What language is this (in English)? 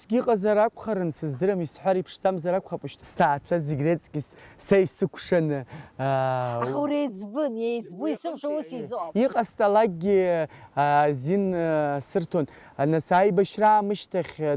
Abkhazian